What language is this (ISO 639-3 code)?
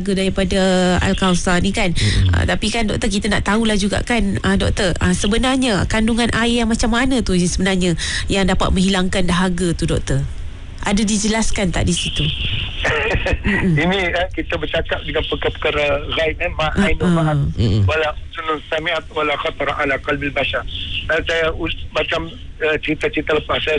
msa